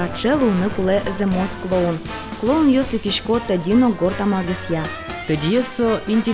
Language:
Udmurt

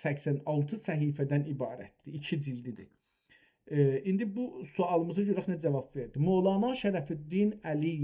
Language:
South Azerbaijani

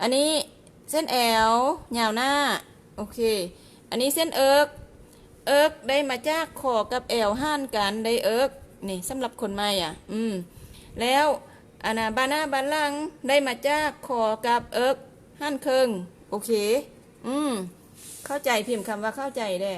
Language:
Lao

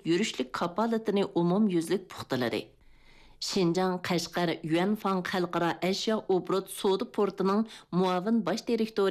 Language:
Uyghur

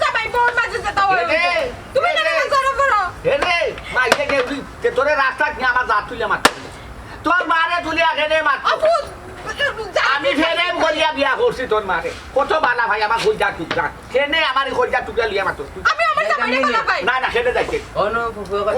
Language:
Sylheti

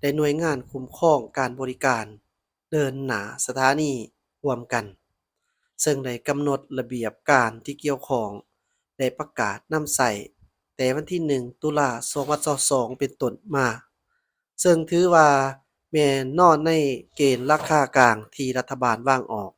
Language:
Lao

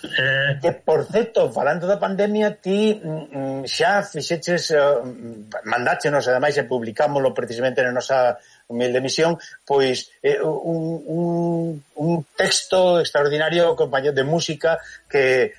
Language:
Galician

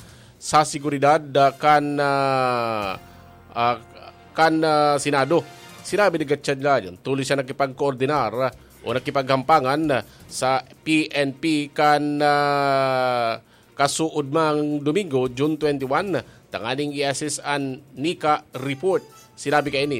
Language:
Bikol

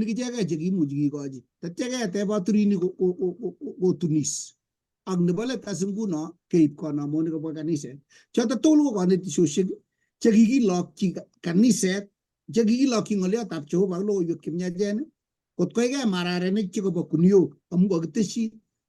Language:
Kalenjin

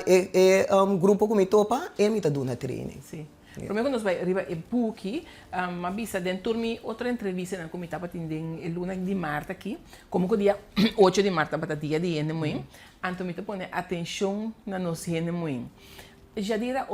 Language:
Papiamento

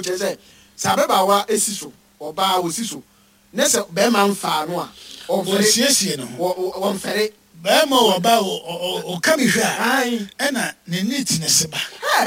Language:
Akan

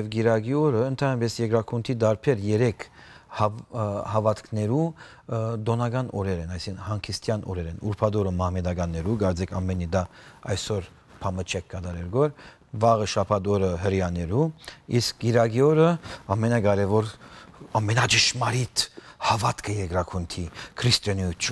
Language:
Western Armenian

